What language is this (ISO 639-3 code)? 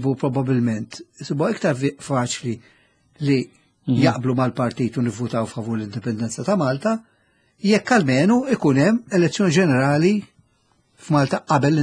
mlt